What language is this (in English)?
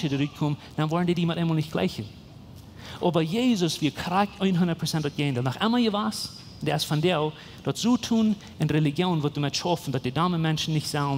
Plautdietsch